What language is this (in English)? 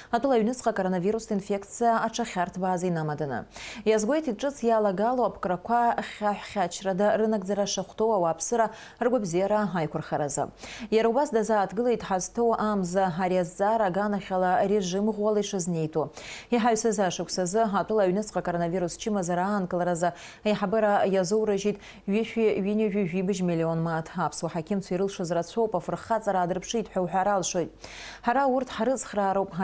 Abkhazian